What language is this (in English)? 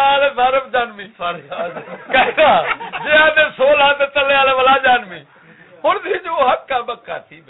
Saraiki